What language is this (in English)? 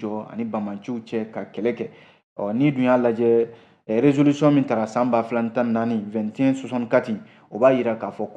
Bambara